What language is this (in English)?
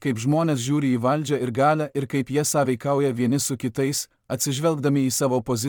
Lithuanian